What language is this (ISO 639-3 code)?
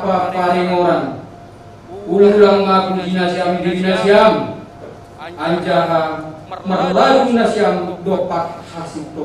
bts